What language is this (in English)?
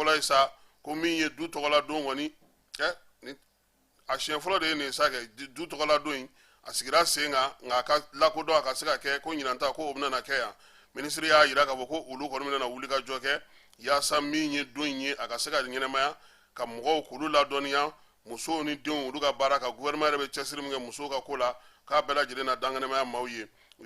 Bambara